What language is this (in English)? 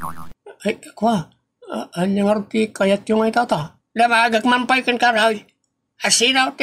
Iloko